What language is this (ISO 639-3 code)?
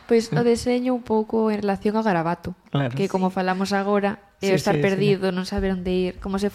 glg